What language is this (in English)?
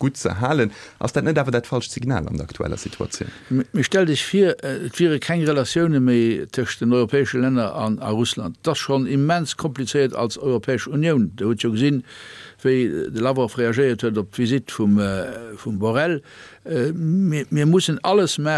Luxembourgish